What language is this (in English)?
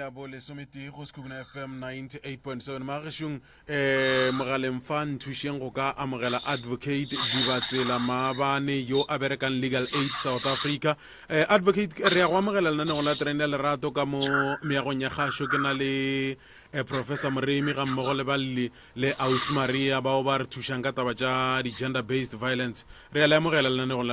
Northern Sotho